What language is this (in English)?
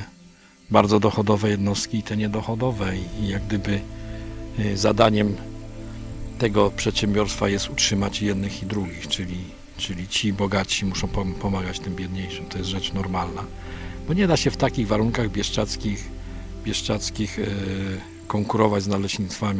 Polish